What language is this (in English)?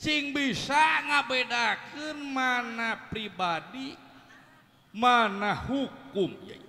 Sundanese